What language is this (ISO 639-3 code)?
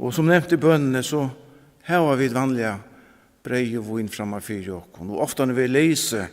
fao